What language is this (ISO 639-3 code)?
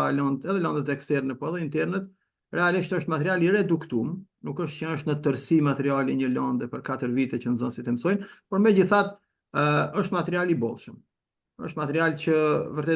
sqi